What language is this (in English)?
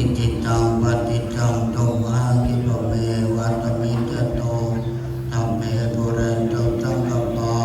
Pali